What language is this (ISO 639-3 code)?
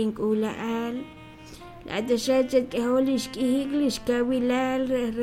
kek